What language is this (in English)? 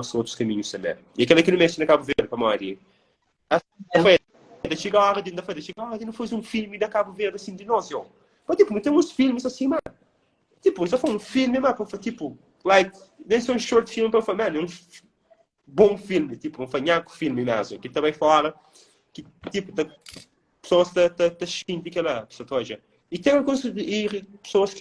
Kabuverdianu